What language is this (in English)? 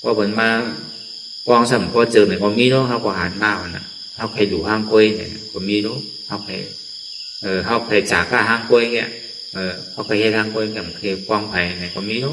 Shan